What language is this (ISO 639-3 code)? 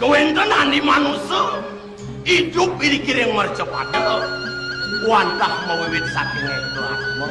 ban